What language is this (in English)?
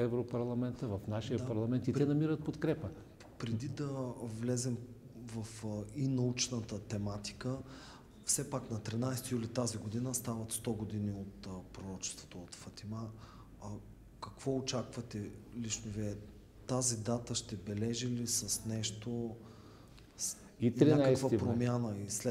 Bulgarian